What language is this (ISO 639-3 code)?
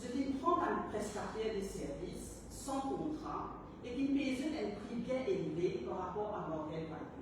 mfe